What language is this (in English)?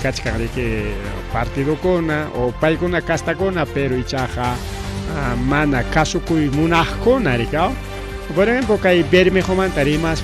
Ayacucho Quechua